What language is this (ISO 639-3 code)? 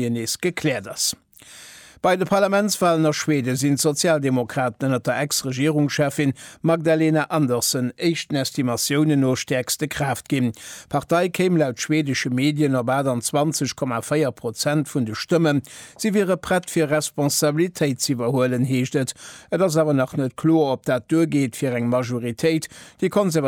ltz